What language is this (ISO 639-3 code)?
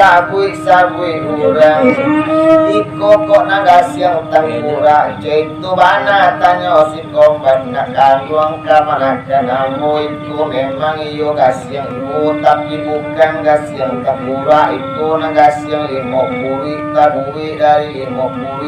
min